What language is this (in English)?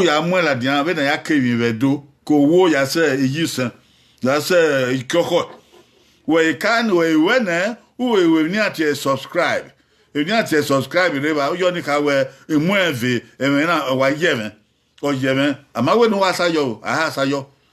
Bini